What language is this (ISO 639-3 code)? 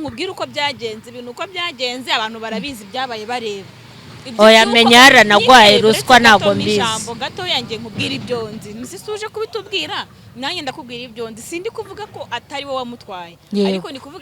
kin